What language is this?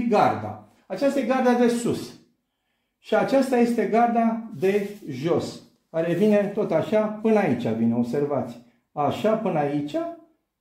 Romanian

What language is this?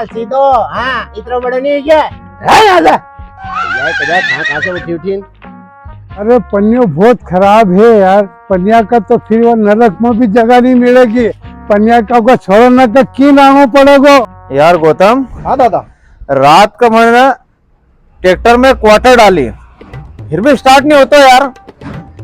Rajasthani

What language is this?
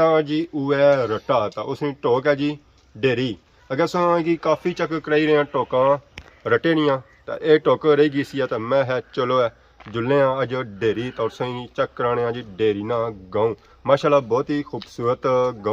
Pahari-Potwari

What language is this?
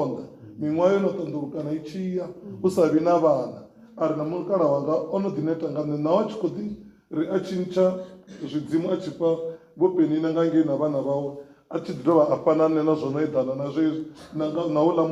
Venda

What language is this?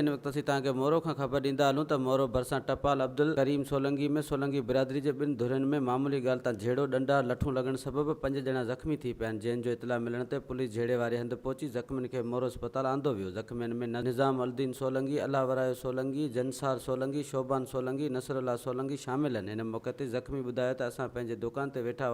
Sindhi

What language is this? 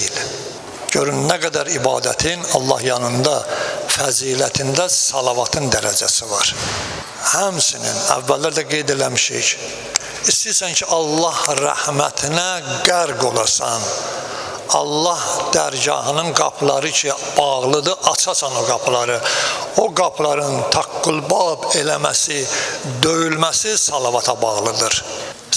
Azerbaijani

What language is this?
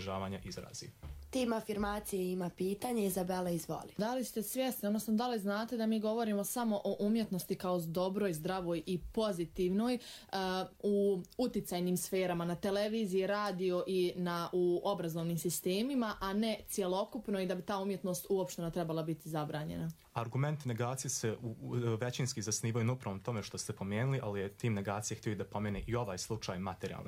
Croatian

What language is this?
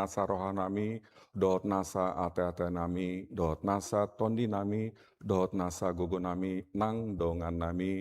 Batak Toba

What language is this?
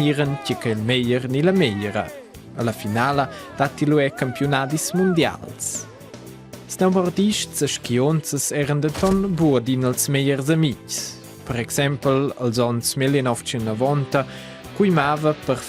Romansh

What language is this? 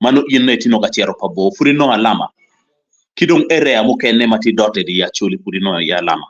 Acoli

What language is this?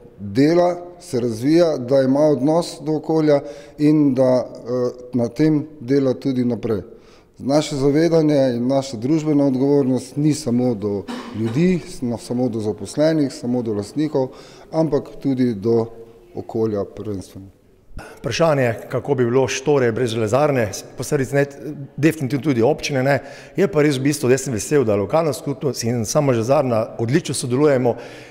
Slovenian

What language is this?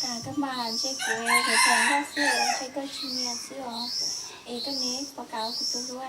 Hmong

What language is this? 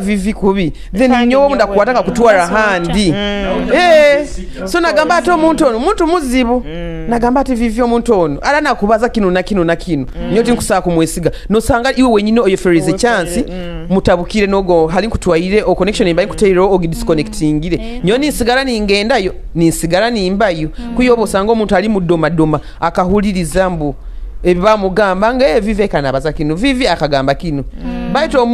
Nyoro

